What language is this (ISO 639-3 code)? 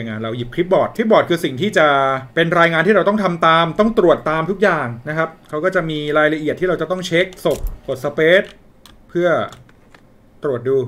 tha